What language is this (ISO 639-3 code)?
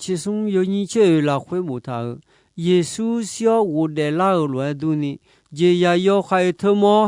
ahk